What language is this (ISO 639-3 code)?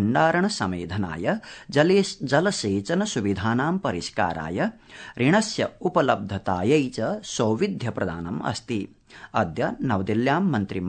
san